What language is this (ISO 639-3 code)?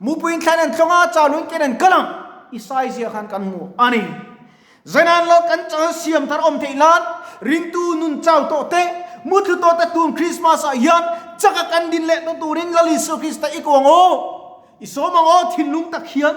lus